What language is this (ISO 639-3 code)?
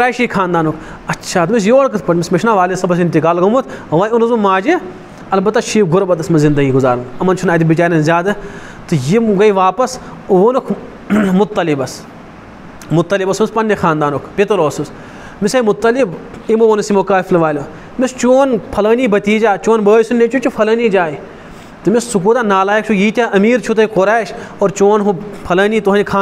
kas